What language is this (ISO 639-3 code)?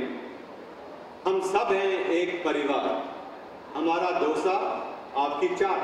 guj